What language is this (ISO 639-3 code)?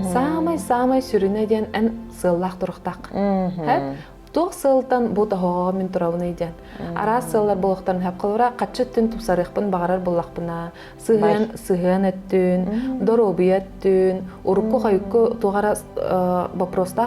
sah